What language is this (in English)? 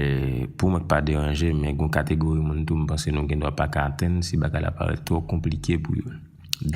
Haitian Creole